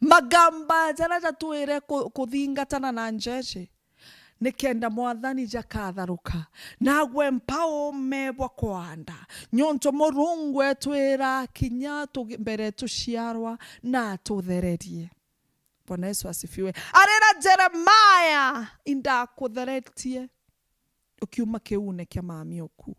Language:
Meru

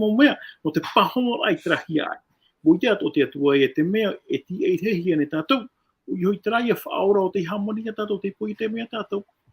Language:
Tahitian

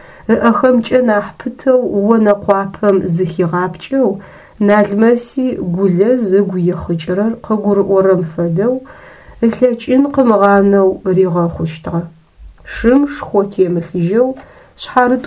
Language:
Adyghe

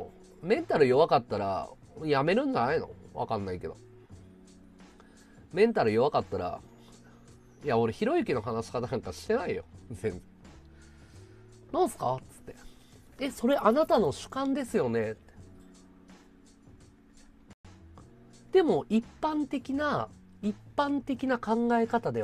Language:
Japanese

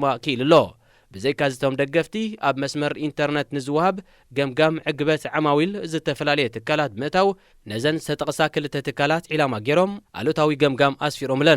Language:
Tigrinya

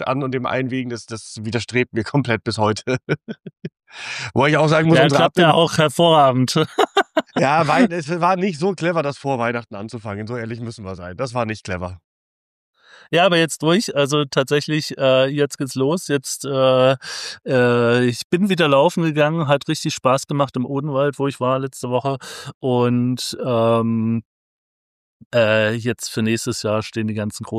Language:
German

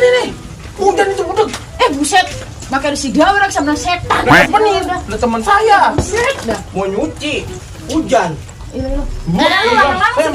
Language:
Betawi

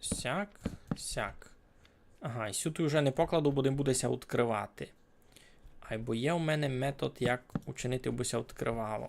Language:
Rusyn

